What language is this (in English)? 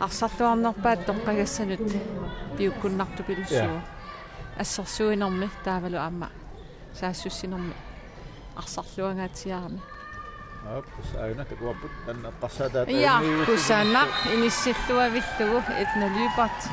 Kalaallisut